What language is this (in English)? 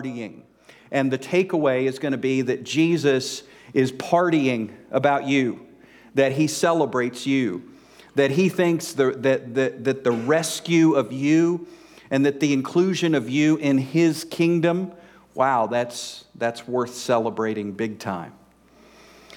English